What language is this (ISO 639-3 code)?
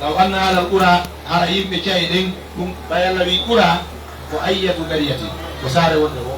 fuf